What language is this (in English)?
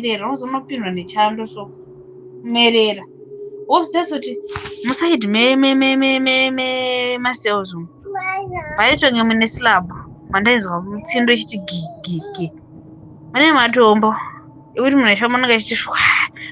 Shona